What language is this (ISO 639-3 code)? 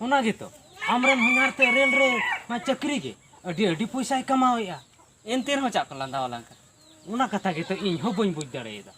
sat